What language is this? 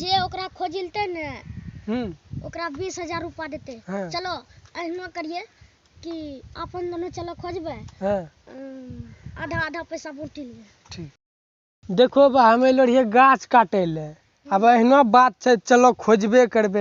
Maithili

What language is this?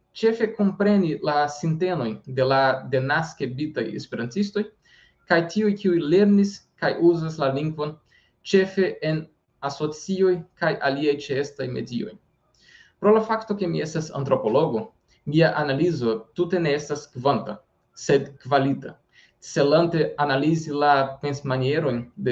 Esperanto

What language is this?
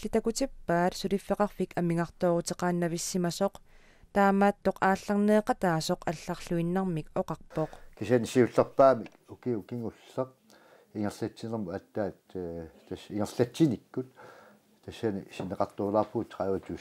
Kalaallisut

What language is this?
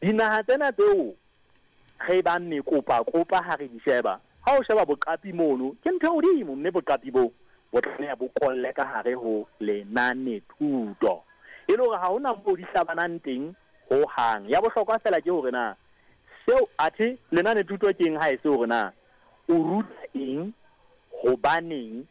Southern Sotho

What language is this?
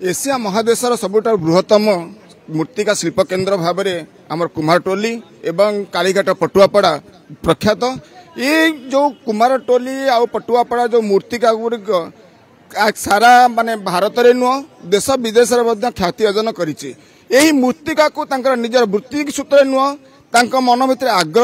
Odia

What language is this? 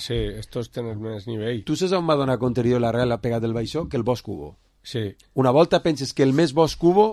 Catalan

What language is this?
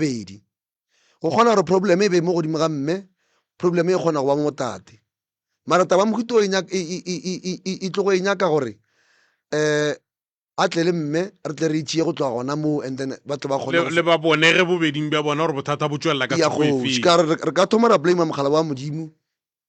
Northern Sotho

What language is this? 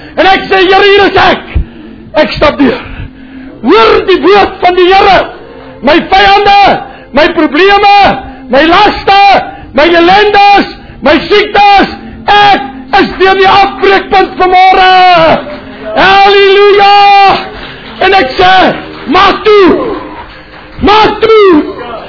Afrikaans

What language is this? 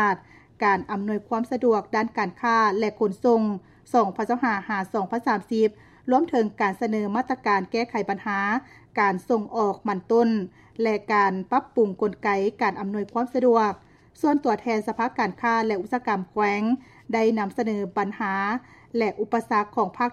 Lao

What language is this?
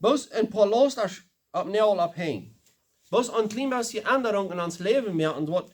Plautdietsch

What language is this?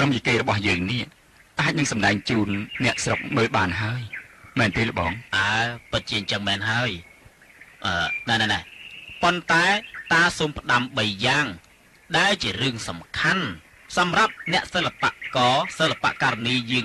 Khmer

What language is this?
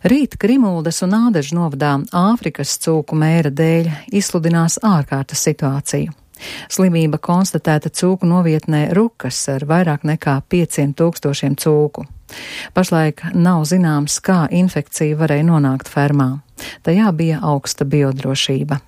Latvian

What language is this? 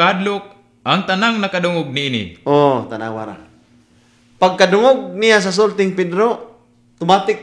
Cebuano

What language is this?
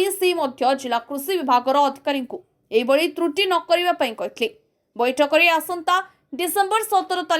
Odia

